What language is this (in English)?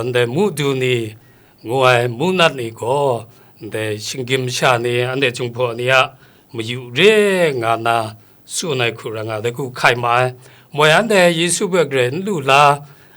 Kachin